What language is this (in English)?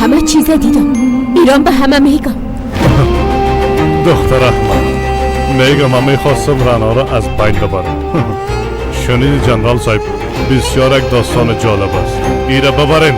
Persian